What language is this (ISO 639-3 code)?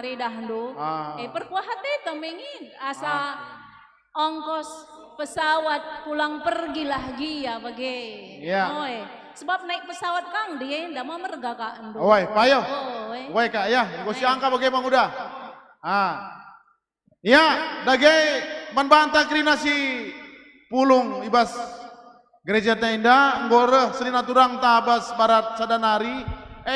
btx